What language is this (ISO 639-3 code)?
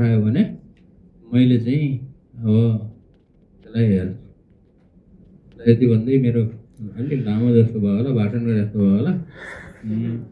nep